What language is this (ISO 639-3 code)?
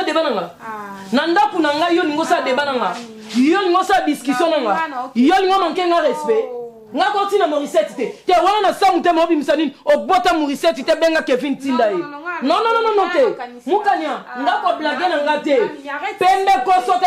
lin